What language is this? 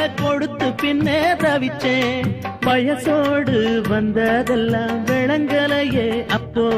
Tamil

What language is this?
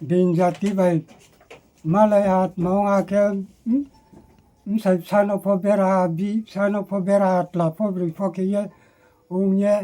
Riang (India)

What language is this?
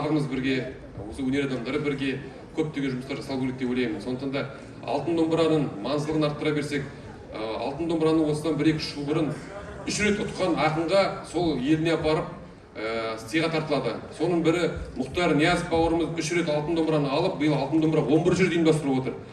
Kazakh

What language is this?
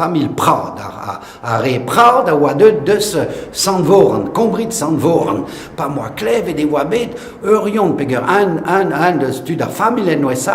Breton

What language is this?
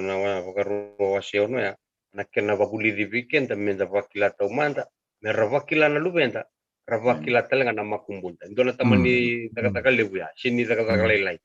Fijian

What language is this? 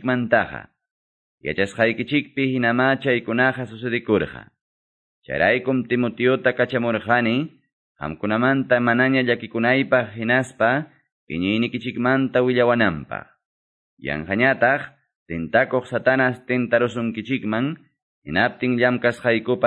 Quechua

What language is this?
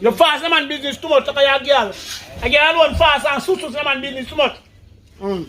Jamaican Creole English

